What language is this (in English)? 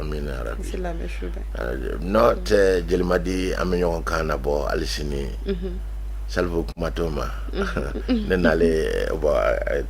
Bambara